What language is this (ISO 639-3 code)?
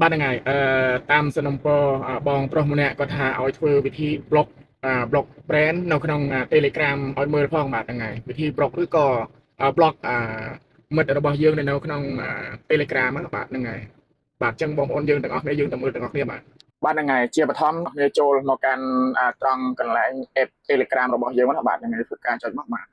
khm